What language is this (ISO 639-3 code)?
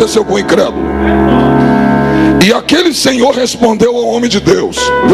por